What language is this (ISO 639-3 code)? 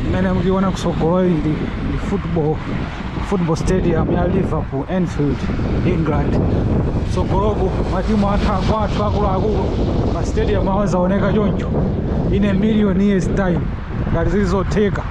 nya